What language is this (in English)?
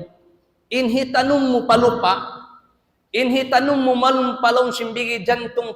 Tausug